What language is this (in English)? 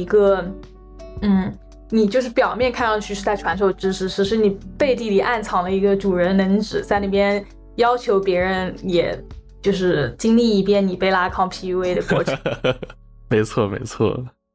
Chinese